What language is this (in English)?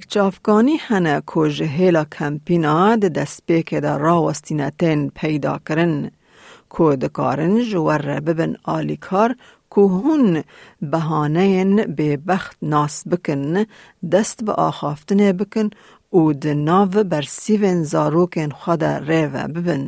Kurdish